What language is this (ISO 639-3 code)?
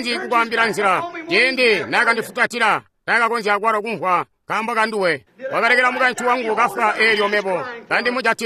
toi